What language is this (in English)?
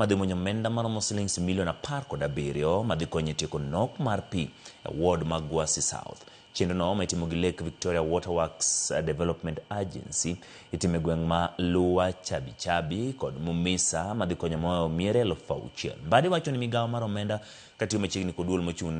Luo (Kenya and Tanzania)